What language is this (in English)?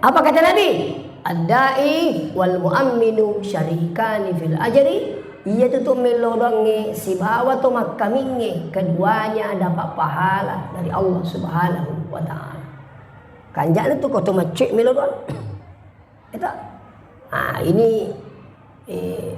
Buginese